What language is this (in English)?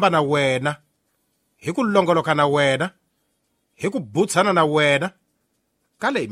Tsonga